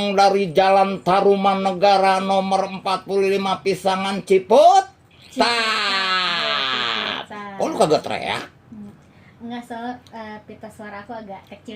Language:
Betawi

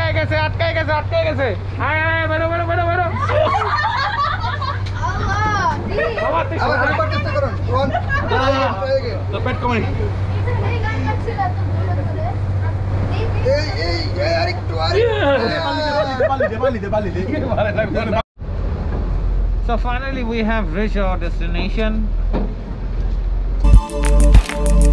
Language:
Bangla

